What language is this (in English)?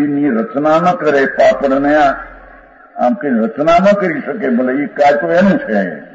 Gujarati